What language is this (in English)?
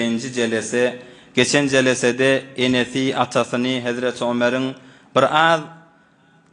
Turkmen